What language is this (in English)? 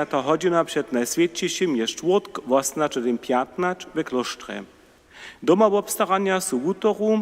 Upper Sorbian